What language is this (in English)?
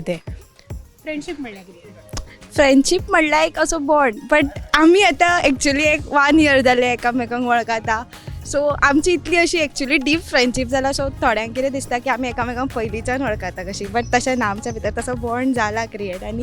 Konkani